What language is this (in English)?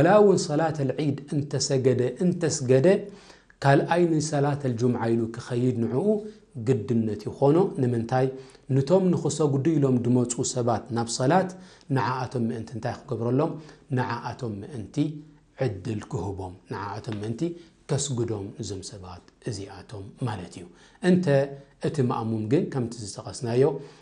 Tigrinya